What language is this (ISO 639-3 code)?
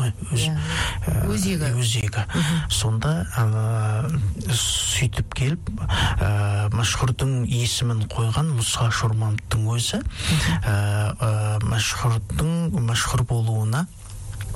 kaz